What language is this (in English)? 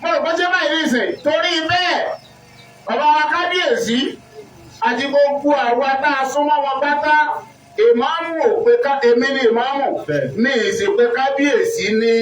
Yoruba